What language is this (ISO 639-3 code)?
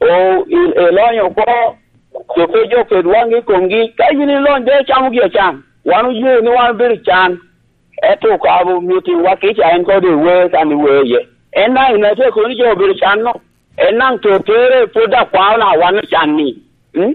laj